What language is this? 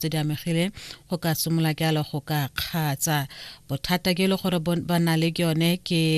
Tswana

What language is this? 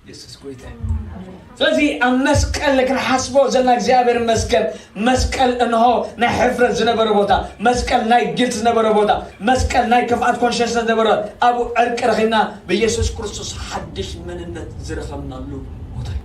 Tigrinya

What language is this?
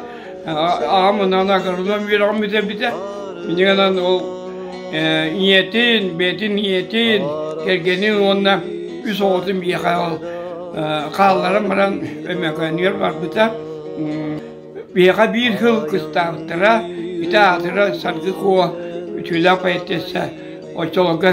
Yakut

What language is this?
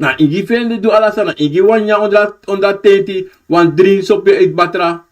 Sranan Tongo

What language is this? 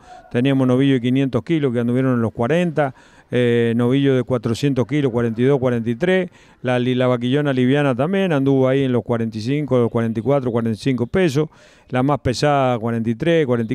Spanish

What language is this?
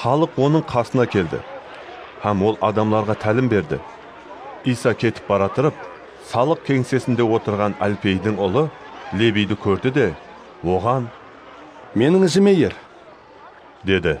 Kara-Kalpak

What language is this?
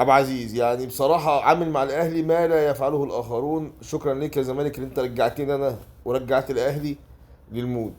Egyptian Arabic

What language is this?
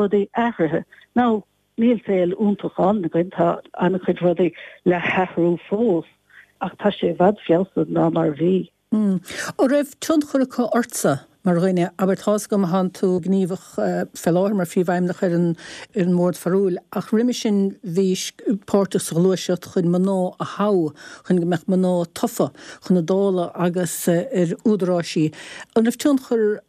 Irish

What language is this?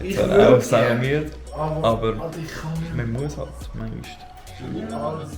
Swiss German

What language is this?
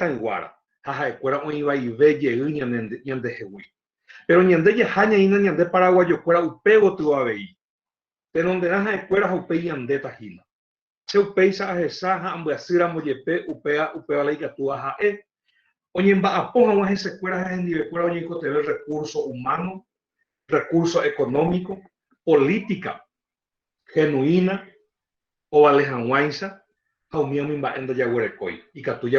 Guarani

